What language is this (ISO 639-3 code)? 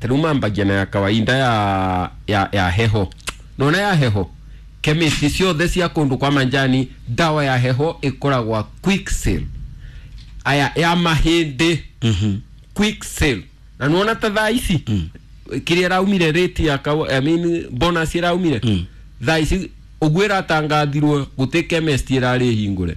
kik